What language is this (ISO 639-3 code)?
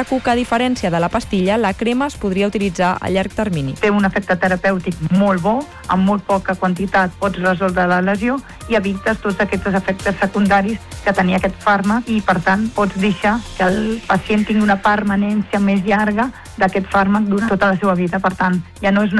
cat